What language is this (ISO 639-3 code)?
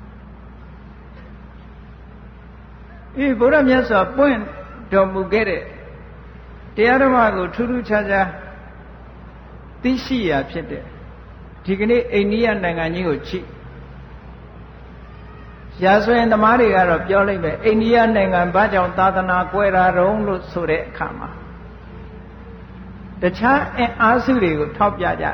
mya